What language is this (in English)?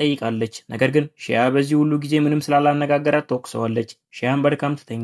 Amharic